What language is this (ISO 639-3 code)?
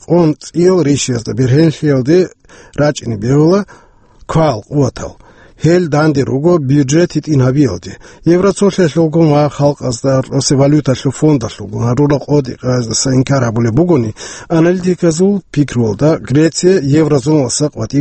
ava